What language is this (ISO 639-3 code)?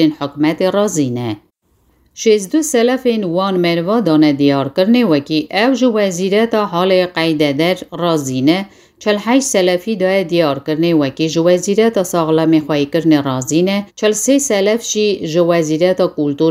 kur